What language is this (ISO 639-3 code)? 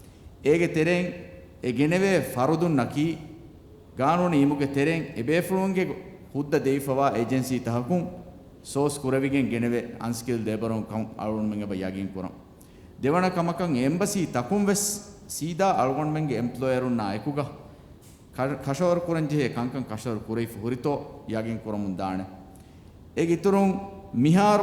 div